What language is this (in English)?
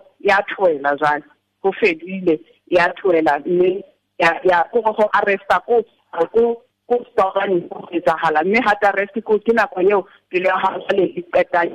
Southern Sotho